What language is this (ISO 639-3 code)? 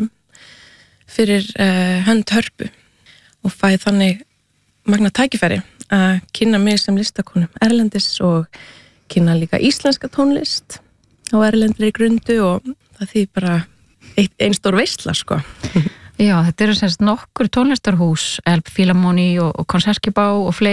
isl